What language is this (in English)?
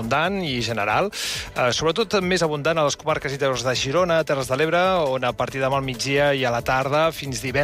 Catalan